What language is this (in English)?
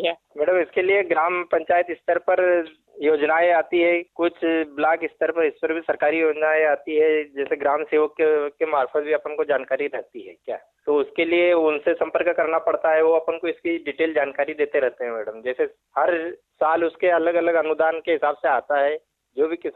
Hindi